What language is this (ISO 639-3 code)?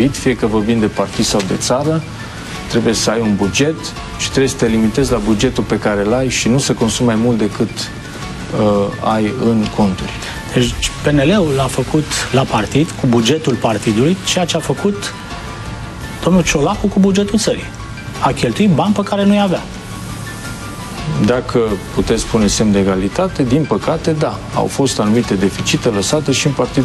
ron